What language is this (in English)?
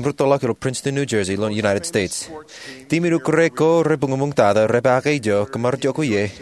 Marshallese